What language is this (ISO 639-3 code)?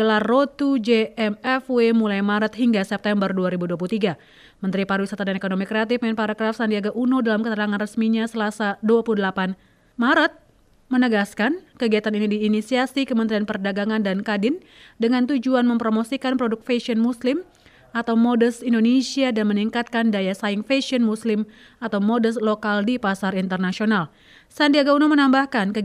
ind